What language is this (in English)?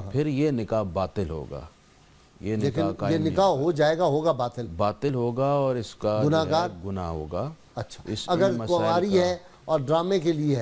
Urdu